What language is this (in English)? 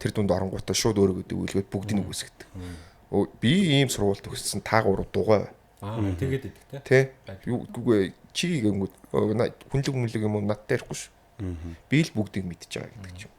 Mongolian